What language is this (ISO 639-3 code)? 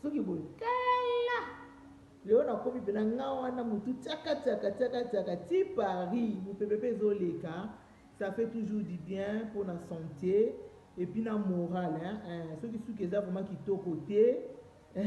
lin